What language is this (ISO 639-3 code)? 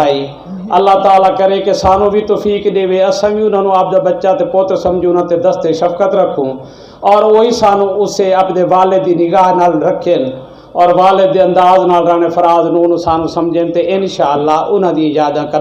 skr